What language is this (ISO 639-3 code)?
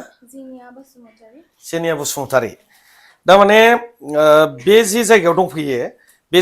brx